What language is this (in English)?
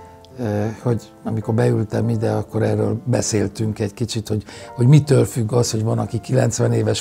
Hungarian